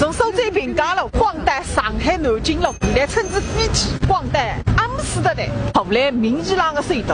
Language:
Wu Chinese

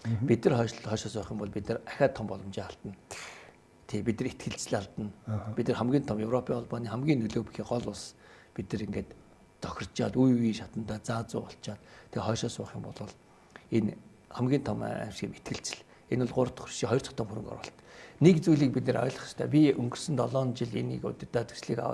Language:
Mongolian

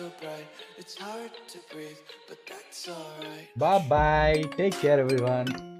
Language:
Tamil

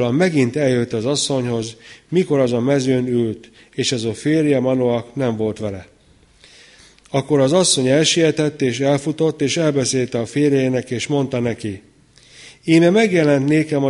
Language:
Hungarian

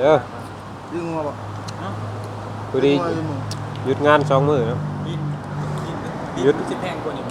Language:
Lao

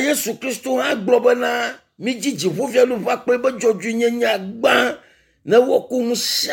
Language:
Ewe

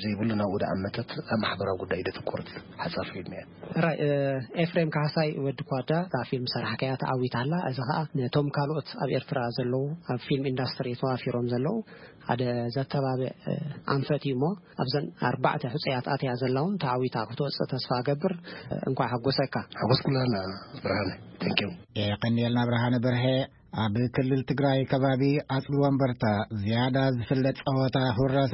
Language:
Tigrinya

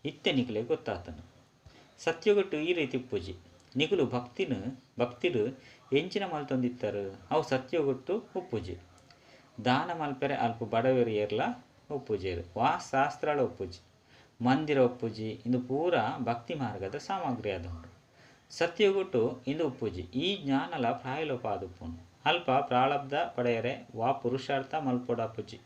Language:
Tulu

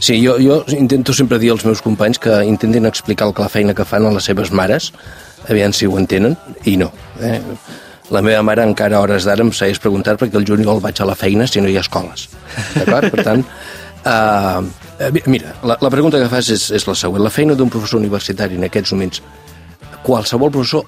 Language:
Catalan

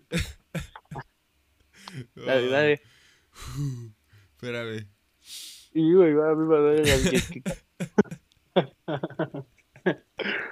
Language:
Spanish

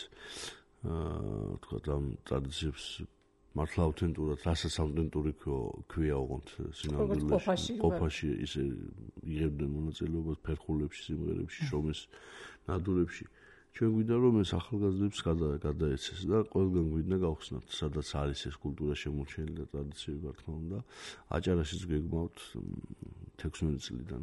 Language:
Georgian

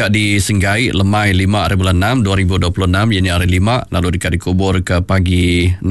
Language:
Iban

